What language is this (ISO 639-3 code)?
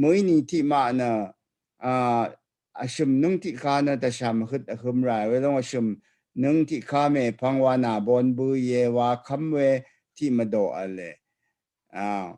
raw